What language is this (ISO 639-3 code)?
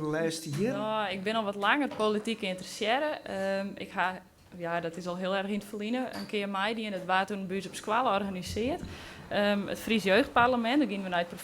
fry